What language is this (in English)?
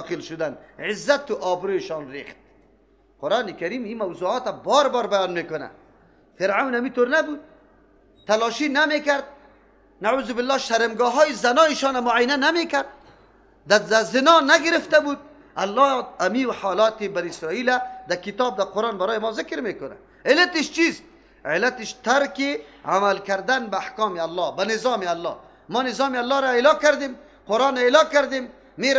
Persian